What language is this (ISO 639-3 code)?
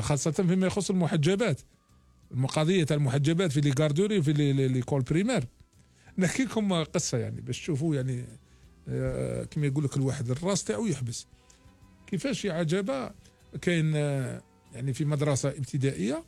arq